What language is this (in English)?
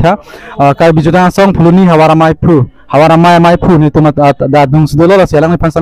Karbi